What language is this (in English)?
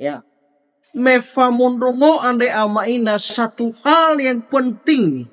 Nias